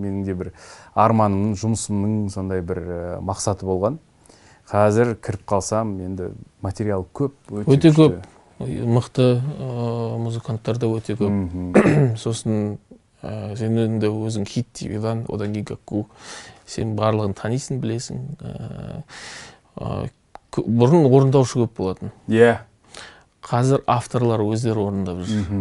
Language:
Kazakh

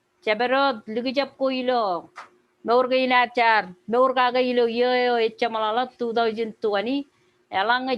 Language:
Marshallese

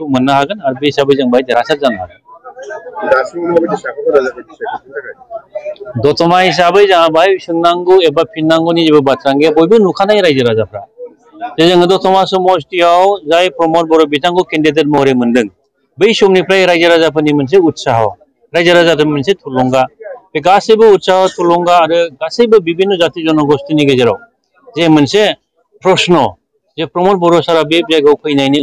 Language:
Bodo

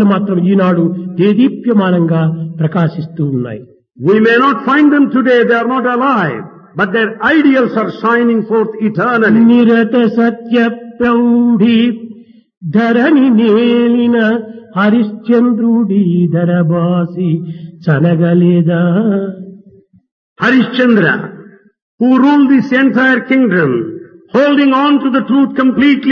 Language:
Telugu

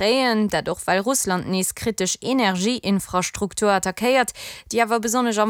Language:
Luxembourgish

